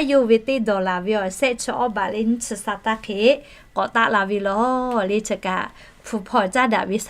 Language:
Lahu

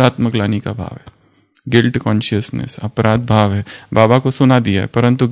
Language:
Hindi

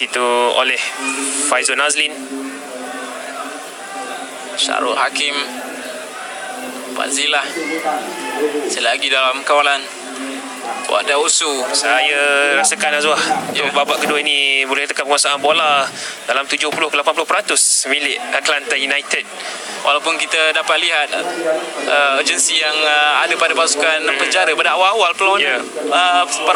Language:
Malay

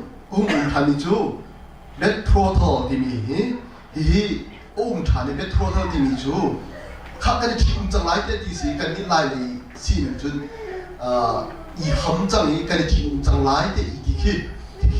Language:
Hakha Chin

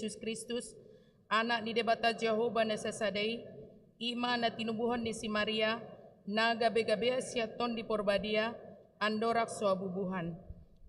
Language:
Batak Toba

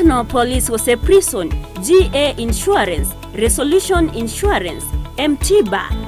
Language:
Gusii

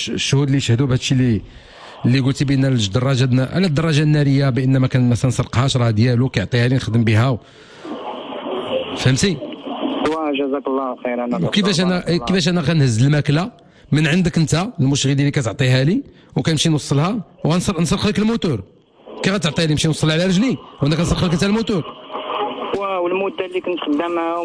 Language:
Moroccan Arabic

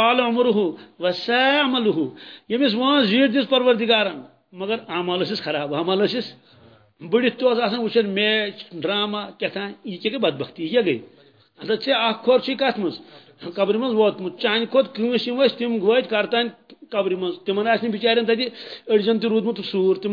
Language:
Kashmiri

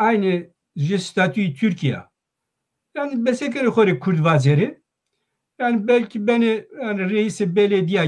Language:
Zaza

